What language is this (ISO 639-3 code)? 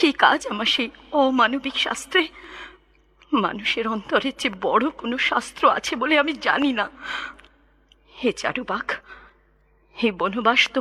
ben